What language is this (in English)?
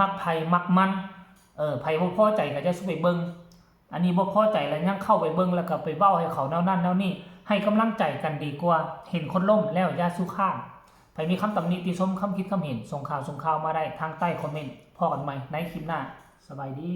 Northeastern Thai